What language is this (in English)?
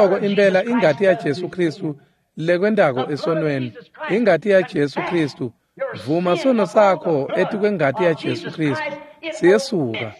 Swati